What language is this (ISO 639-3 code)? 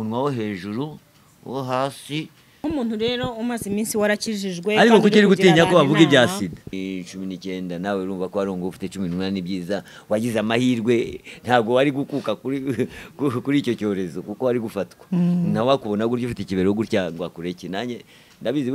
kin